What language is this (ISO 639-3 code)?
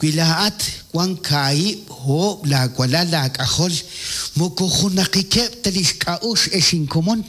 kek